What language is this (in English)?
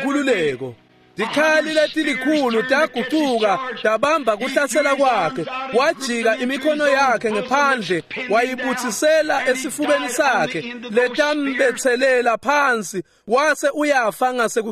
Swati